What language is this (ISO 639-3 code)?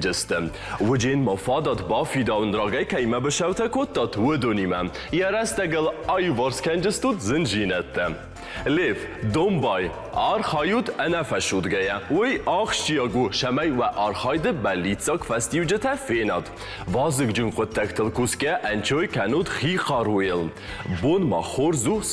oss